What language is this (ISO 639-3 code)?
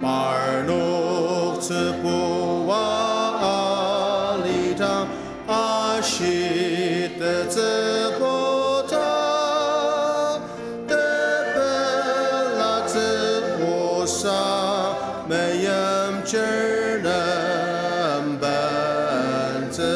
njo